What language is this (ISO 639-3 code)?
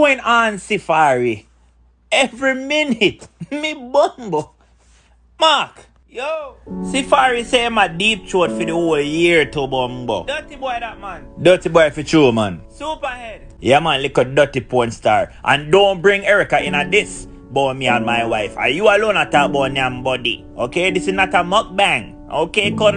jam